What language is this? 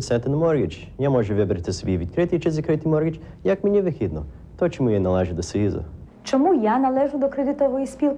Ukrainian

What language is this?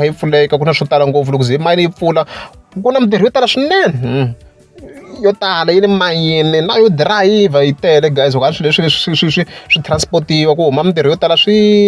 Tsonga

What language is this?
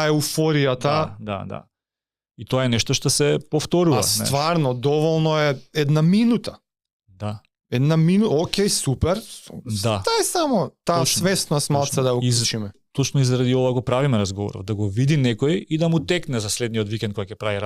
Macedonian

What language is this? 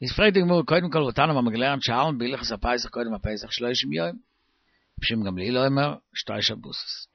Yiddish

